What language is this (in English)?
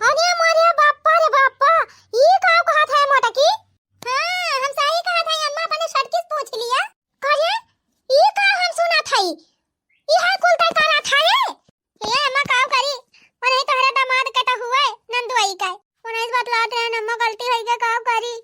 Awadhi